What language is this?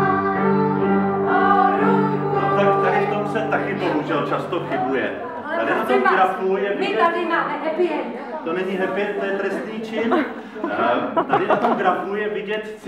Czech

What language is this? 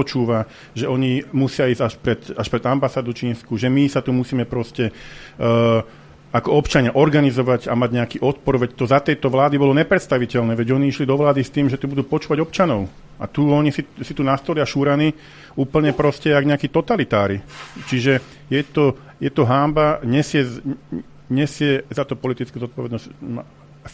Slovak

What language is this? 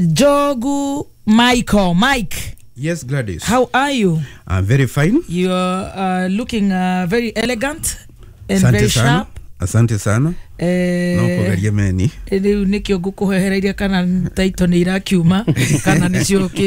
Kikuyu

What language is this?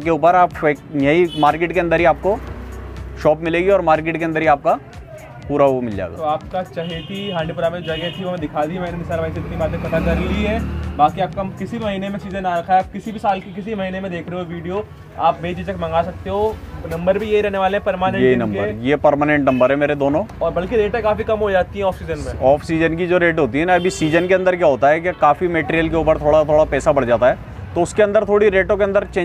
Hindi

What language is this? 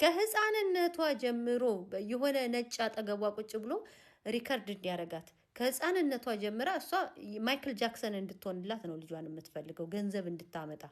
Amharic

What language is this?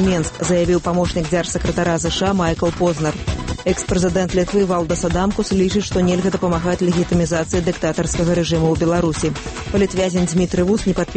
Belarusian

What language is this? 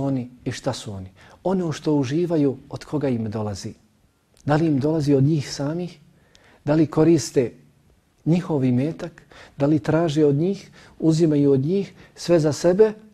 Bosnian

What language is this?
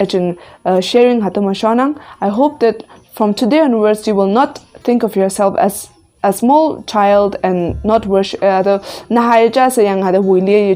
Konyak Naga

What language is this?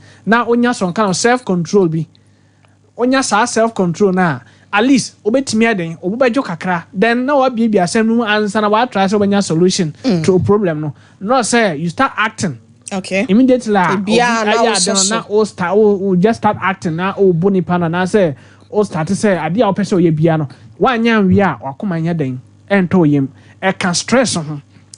Akan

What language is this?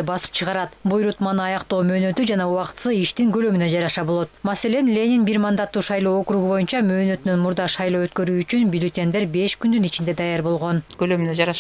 Kyrgyz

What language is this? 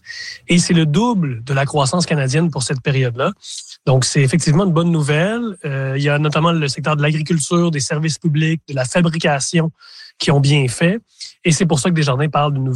French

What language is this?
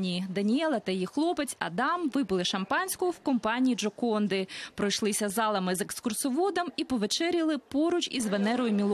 Ukrainian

